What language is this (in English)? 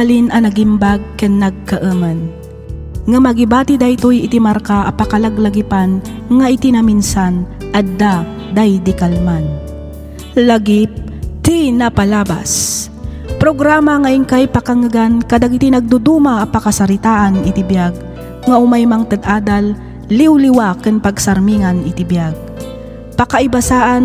Iloko